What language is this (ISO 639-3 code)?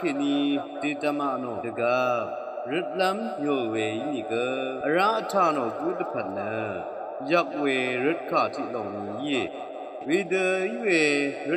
raw